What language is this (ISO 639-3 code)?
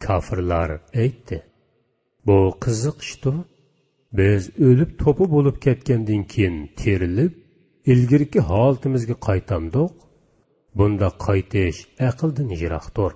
uig